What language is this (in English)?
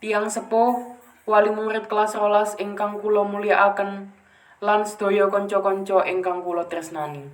Javanese